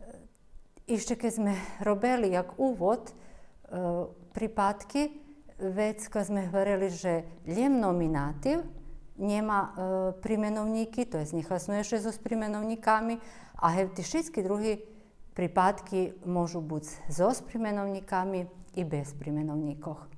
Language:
Rusyn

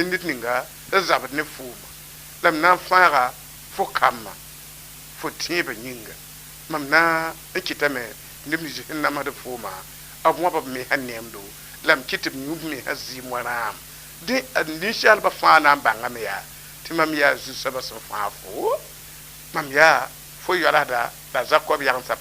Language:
Mossi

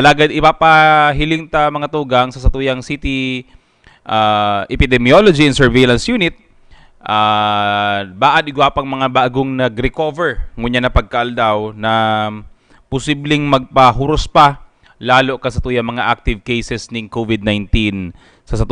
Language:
Bikol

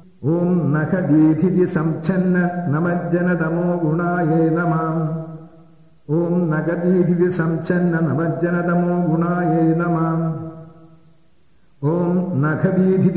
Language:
Malayalam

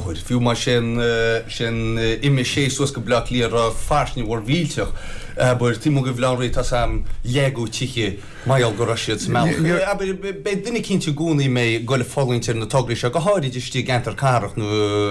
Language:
Irish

